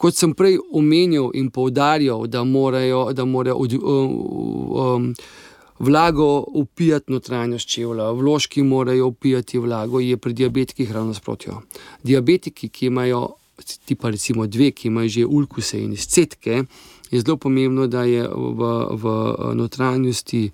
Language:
Slovenian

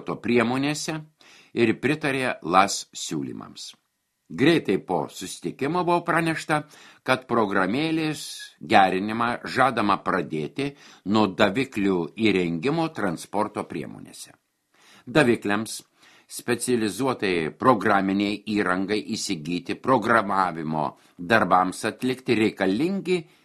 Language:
Lithuanian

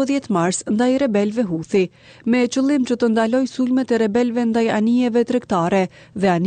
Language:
Albanian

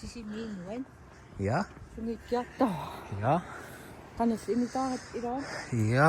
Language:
Kalaallisut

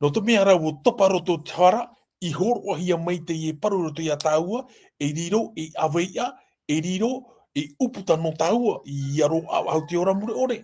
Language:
Tahitian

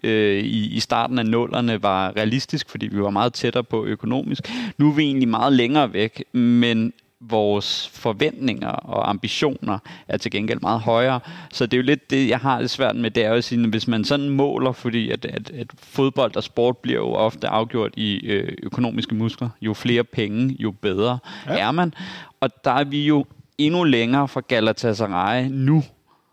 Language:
Danish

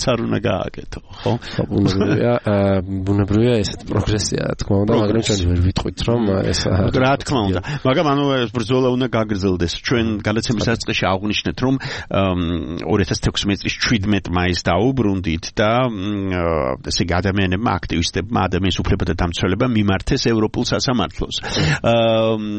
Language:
Georgian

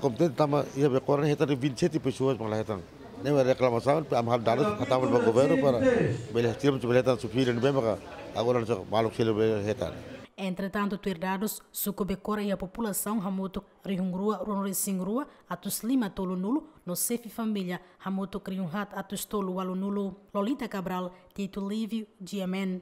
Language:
Tetum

